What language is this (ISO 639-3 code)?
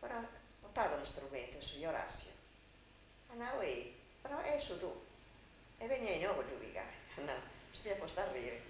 srd